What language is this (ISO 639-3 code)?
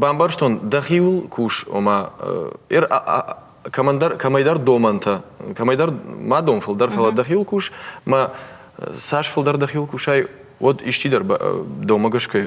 oss